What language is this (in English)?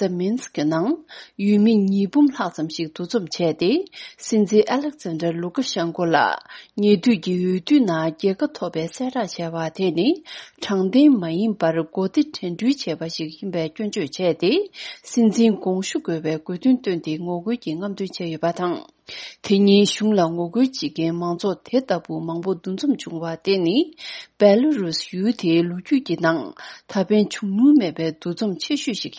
Tibetan